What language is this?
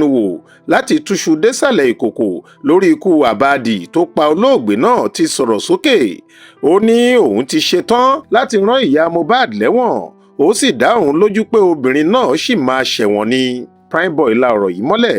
Yoruba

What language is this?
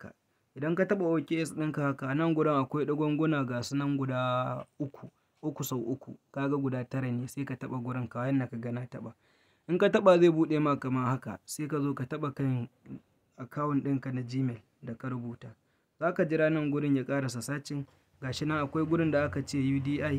Hausa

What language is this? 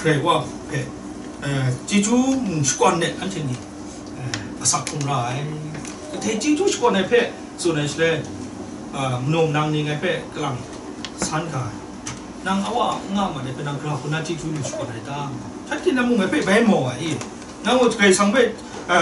Kachin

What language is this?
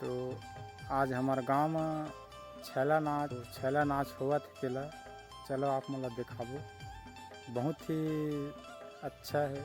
Chhattisgarhi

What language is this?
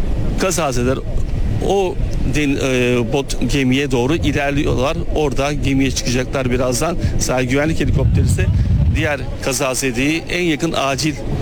Turkish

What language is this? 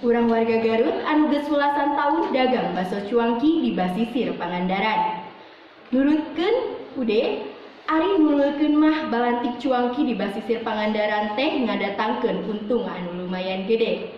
Sundanese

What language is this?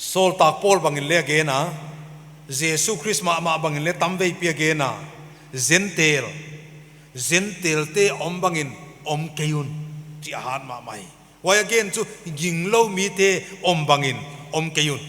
Paite Chin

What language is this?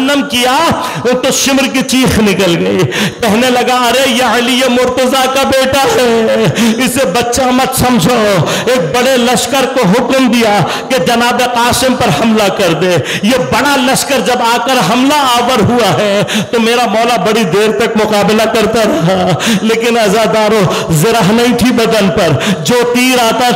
Urdu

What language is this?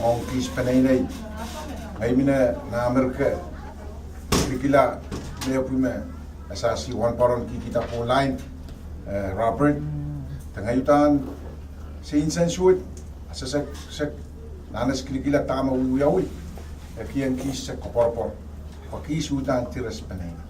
Pohnpeian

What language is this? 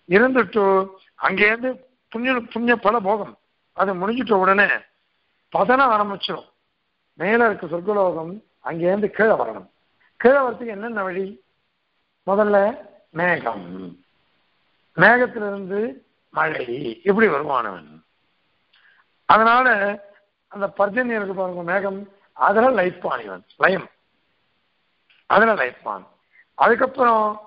Tamil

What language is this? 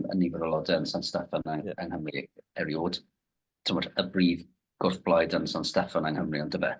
Welsh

